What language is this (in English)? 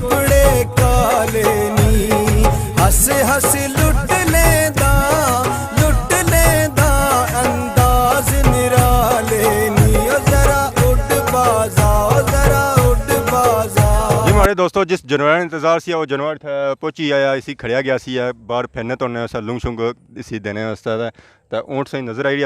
Pahari-Potwari